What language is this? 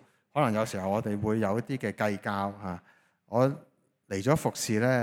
Cantonese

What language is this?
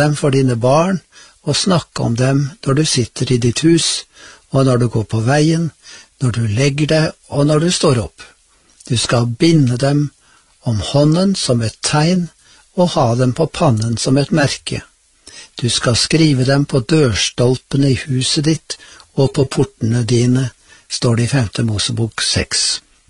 Norwegian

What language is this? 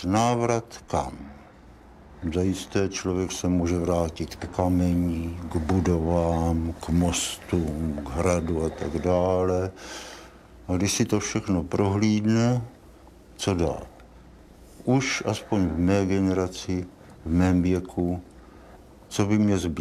Czech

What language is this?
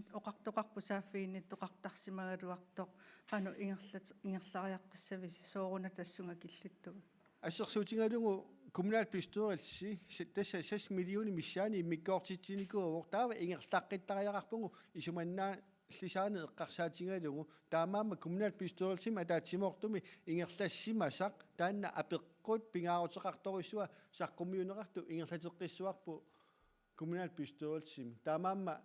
Kalaallisut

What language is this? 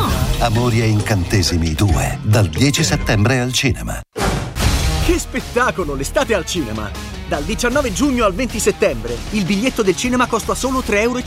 Italian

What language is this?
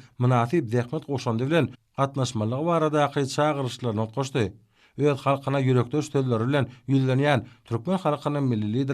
Turkmen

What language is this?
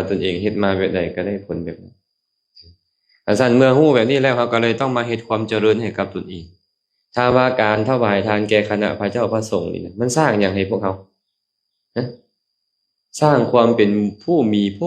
Lao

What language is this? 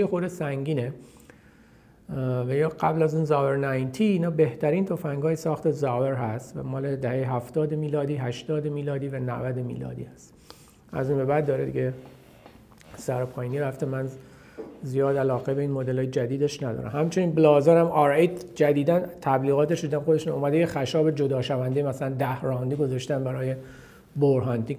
Persian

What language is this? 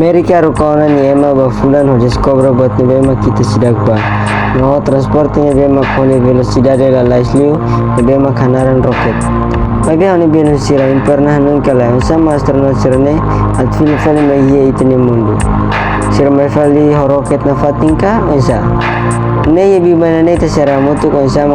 Tetum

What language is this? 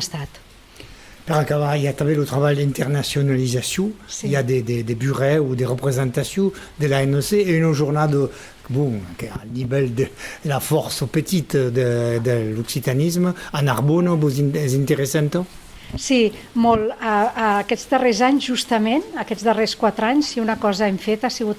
Occitan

